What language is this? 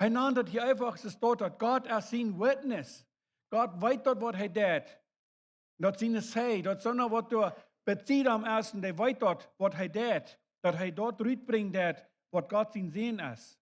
Plautdietsch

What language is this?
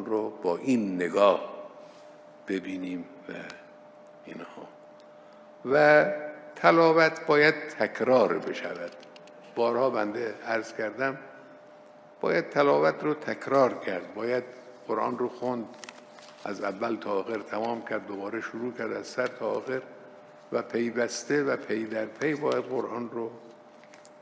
Persian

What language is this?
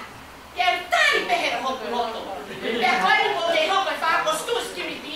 Tongan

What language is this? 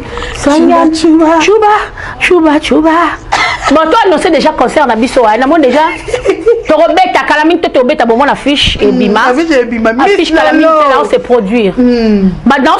Lingala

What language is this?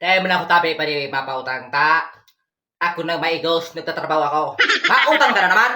Bikol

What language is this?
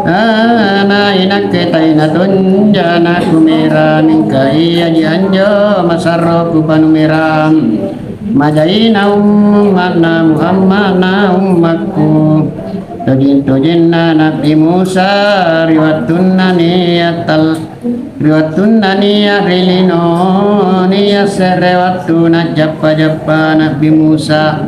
Makasar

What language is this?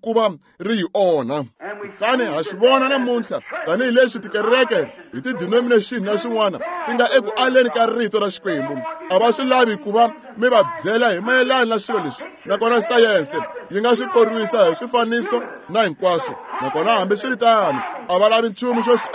Tsonga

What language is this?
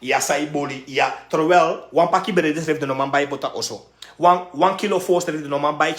Sranan Tongo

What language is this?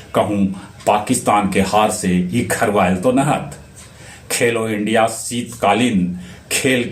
Magahi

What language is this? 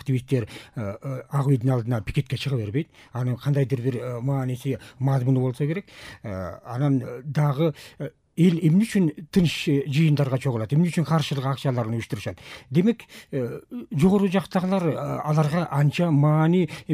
Kyrgyz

